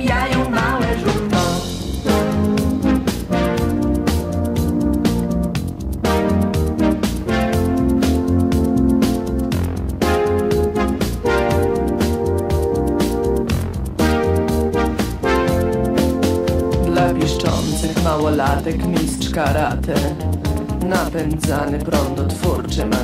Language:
Polish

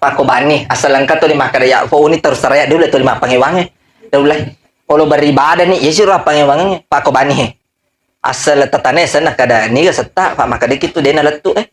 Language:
Buginese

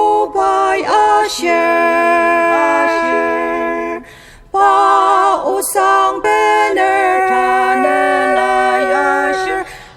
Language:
Ao Naga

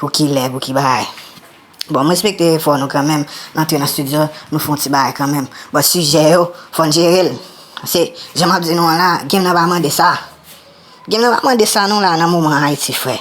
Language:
Haitian Creole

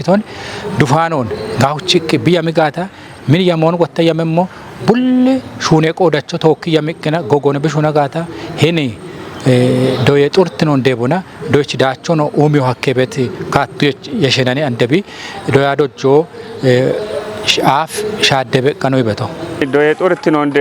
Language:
Kafa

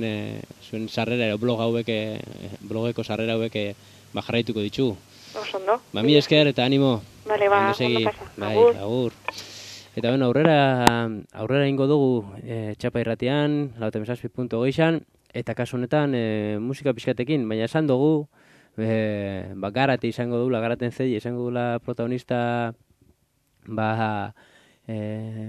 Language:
Basque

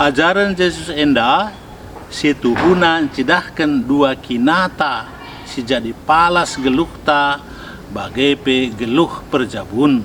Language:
Batak Karo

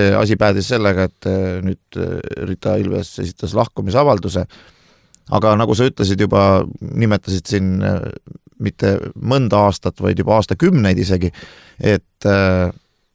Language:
Estonian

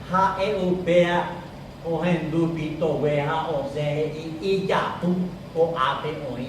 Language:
Guarani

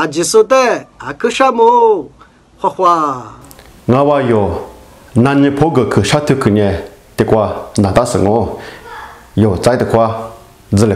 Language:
Lisu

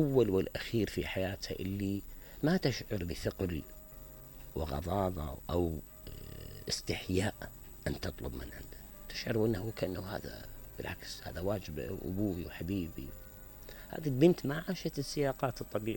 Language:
Mesopotamian Arabic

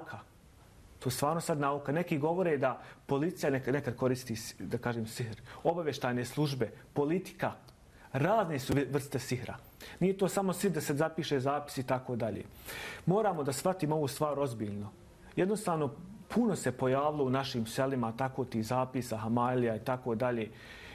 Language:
Bosnian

